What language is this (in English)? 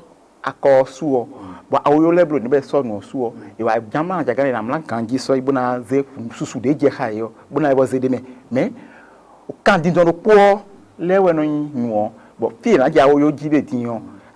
Fon